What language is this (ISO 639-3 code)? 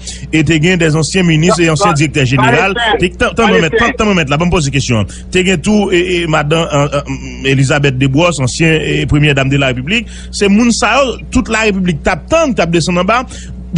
hat